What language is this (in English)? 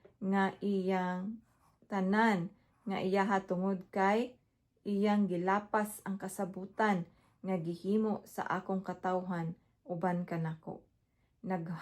Cebuano